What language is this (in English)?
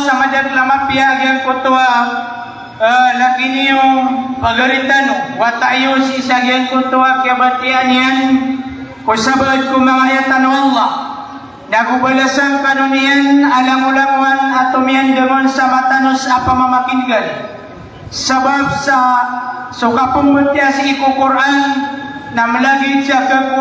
Maranao